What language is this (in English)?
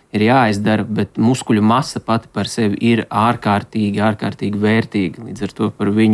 Latvian